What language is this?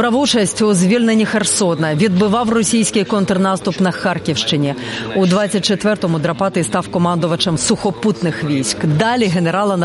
Ukrainian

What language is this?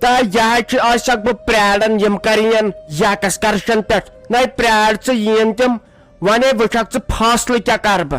Kashmiri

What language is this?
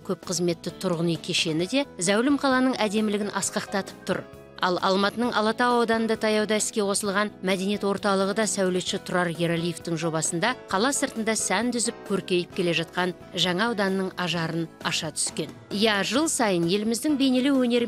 Kazakh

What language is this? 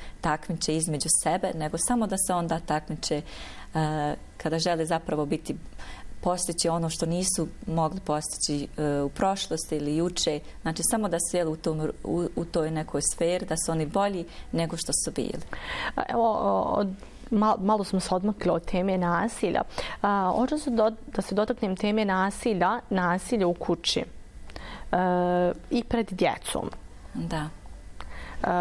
Bosnian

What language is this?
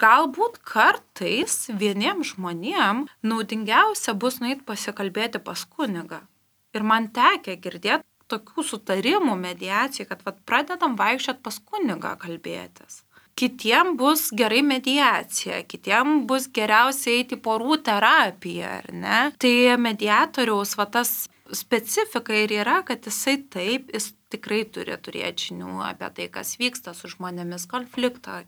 Lithuanian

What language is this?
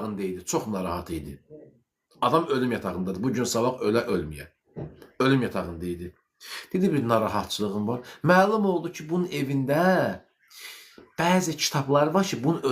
Azerbaijani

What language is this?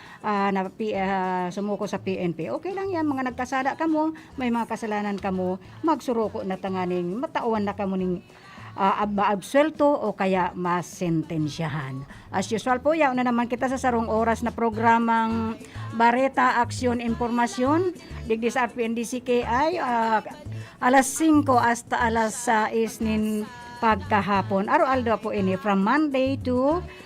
Bikol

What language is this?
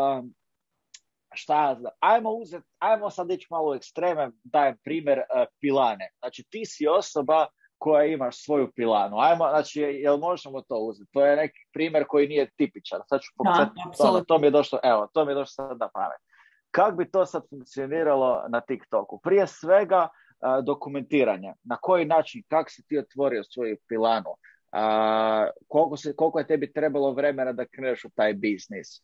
Croatian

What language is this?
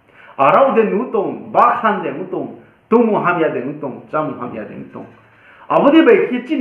Riang (India)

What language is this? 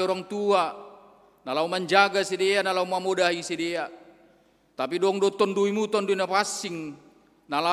Batak Simalungun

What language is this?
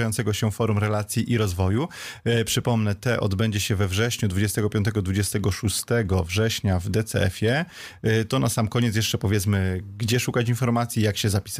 Polish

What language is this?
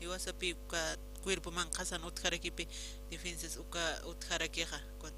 Aymara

